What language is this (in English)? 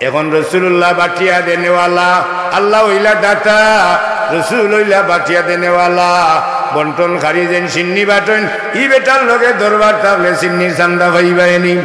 Sylheti